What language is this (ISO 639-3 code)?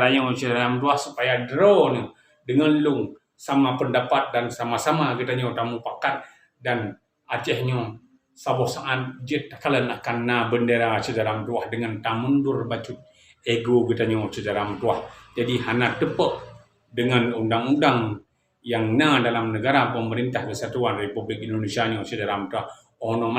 ace